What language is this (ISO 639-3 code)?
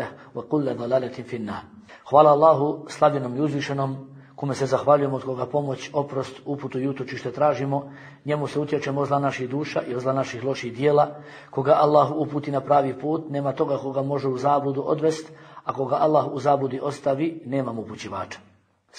bos